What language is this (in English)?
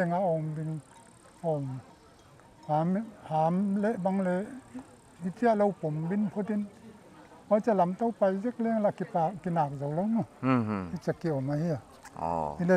Paite Chin